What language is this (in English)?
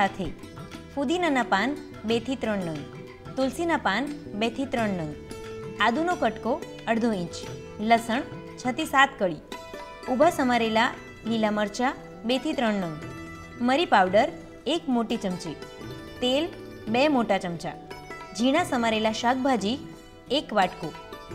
Gujarati